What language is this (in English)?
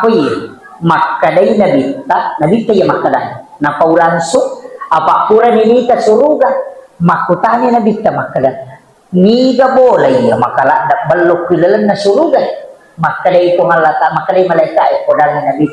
Buginese